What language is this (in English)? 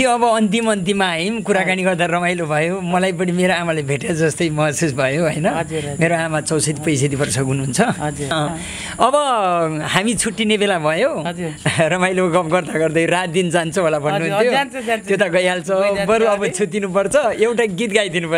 Nepali